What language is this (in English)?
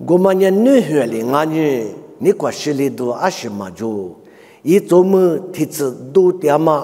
Lisu